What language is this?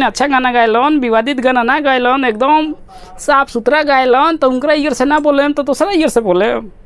Bhojpuri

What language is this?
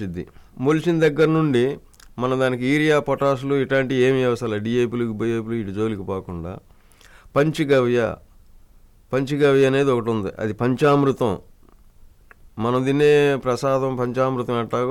Telugu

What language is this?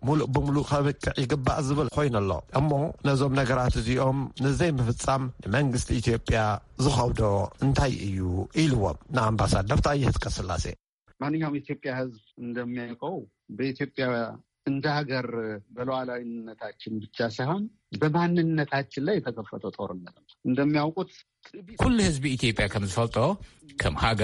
Tigrinya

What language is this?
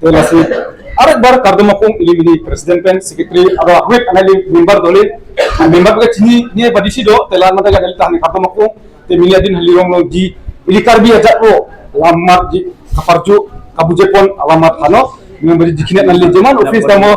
Karbi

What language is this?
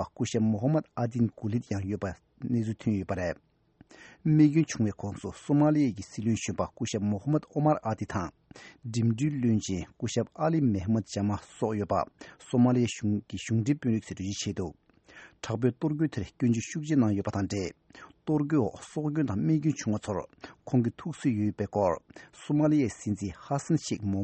Tibetan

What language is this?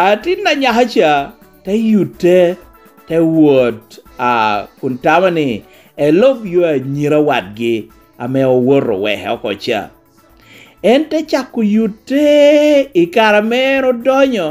Lango (Uganda)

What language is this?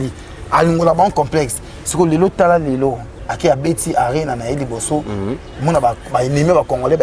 Lingala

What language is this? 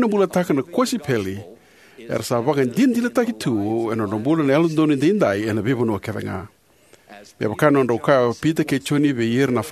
Fijian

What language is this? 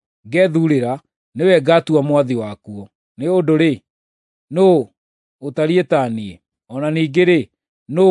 Kikuyu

